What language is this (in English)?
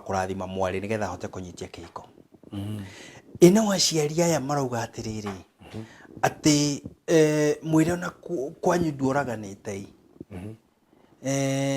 Kikuyu